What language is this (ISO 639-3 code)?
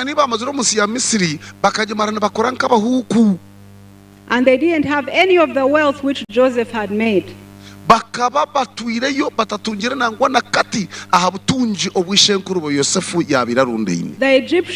nyn